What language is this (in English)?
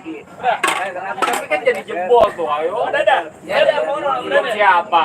Betawi